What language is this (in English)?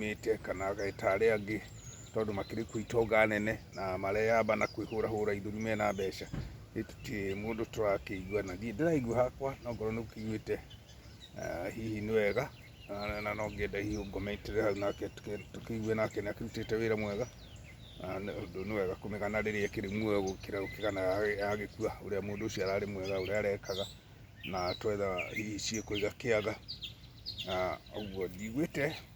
Kikuyu